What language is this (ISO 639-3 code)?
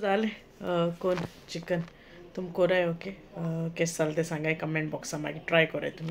kok